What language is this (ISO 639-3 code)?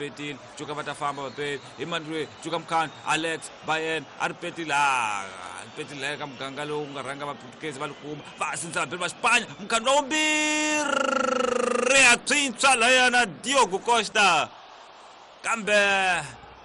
tso